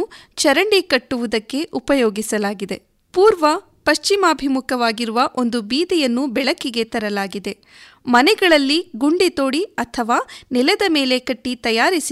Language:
Kannada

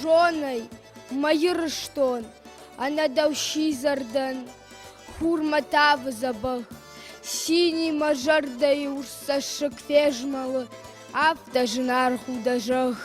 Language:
Ossetic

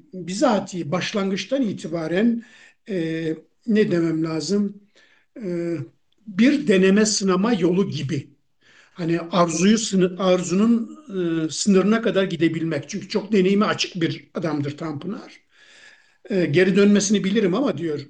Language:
Turkish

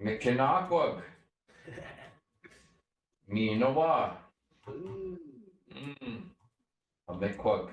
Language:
Chippewa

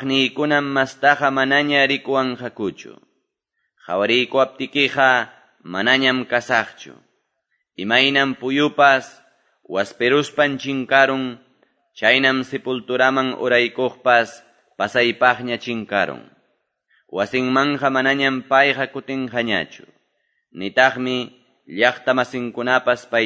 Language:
Quechua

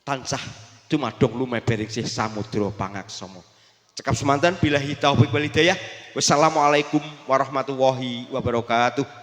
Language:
Javanese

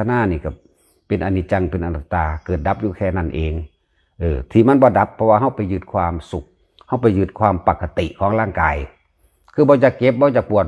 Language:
Northeastern Thai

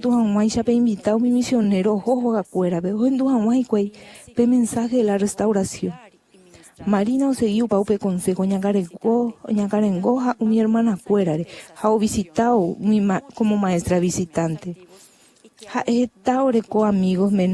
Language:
Guarani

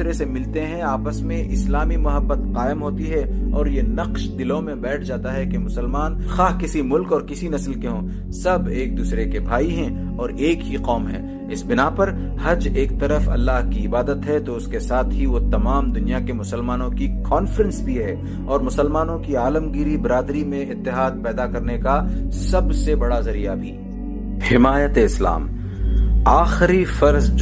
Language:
Urdu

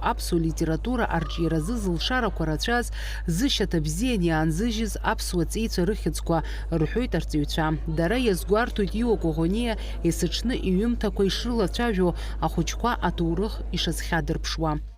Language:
Abkhazian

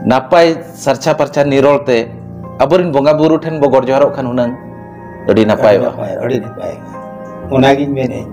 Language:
Santali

